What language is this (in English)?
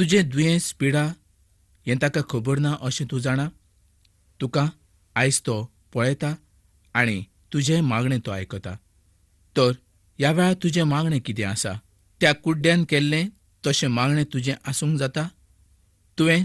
Konkani